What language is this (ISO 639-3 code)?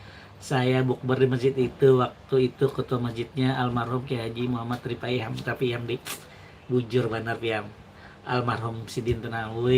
bjn